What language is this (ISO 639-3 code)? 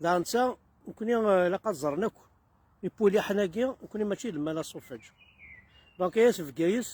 kab